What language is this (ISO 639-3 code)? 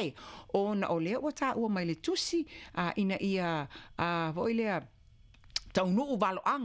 smo